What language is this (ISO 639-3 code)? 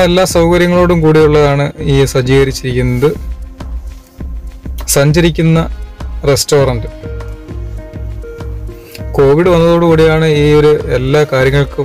mal